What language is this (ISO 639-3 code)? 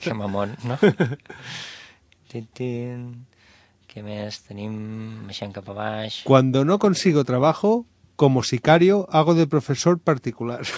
cat